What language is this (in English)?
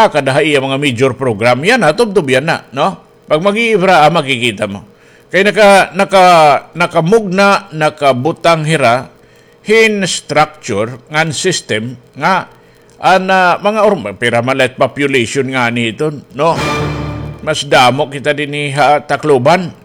Waray